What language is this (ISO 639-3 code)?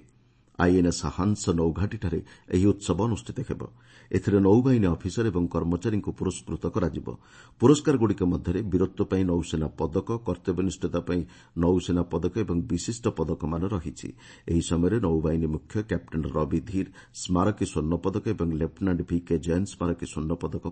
ori